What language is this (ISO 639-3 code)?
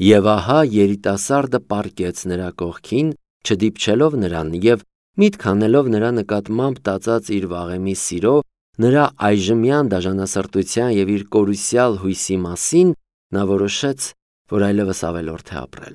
hye